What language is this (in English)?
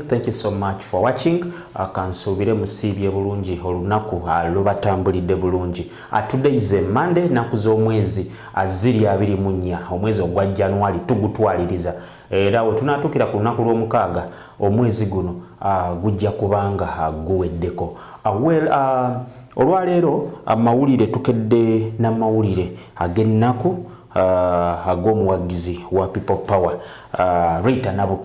Ganda